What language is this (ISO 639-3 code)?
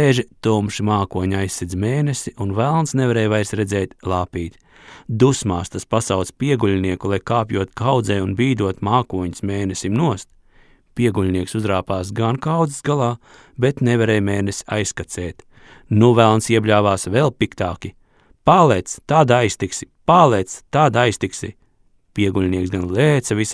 lav